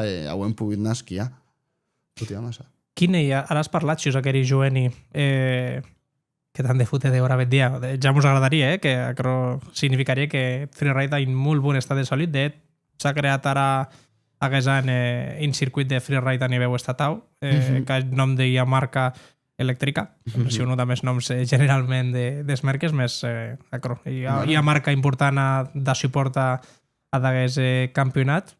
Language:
Occitan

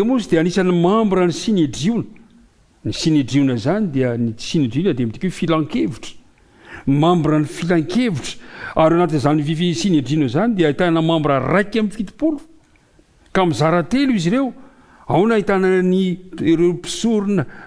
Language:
Malagasy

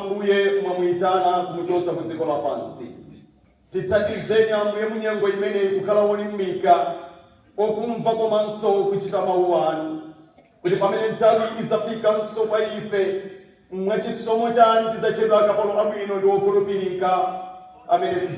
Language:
Nyanja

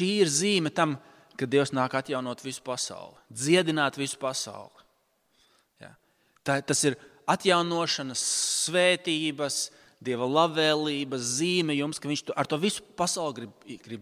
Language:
Latvian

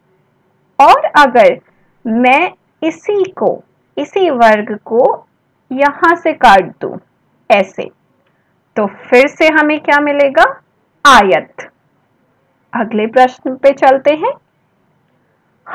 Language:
Hindi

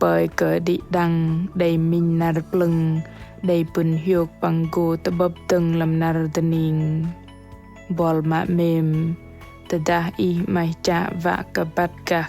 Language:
Bahnar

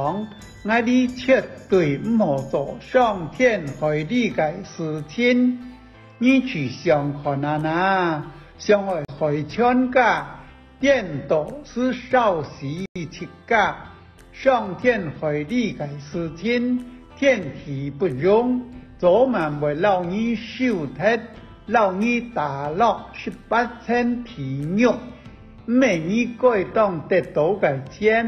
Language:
Hakka Chinese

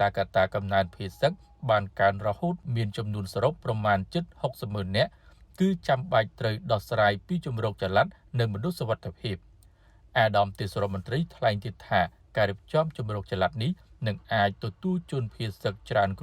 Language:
Khmer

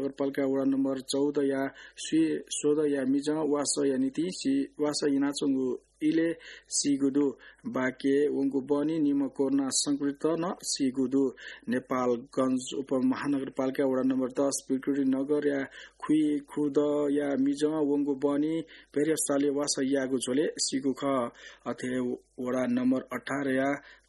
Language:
Newari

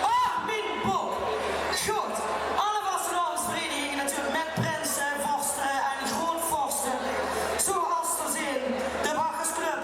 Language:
Limburgish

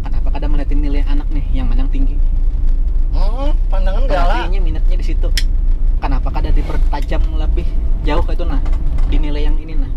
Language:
Banjar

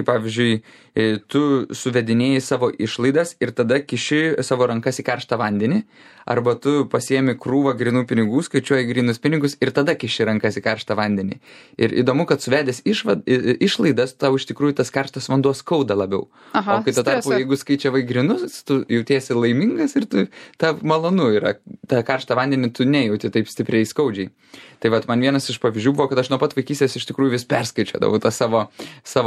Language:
Lithuanian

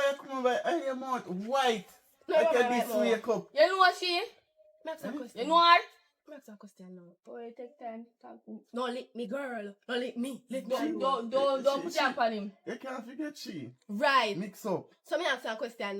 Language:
Jamaican Creole English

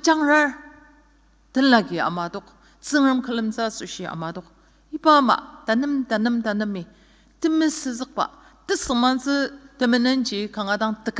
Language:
Ao Naga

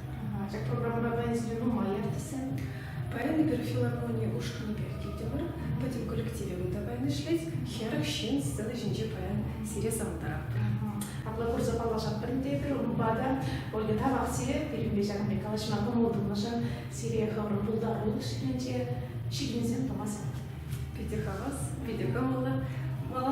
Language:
Chuvash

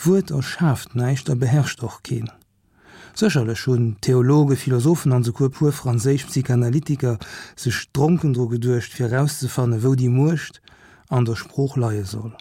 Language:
Luxembourgish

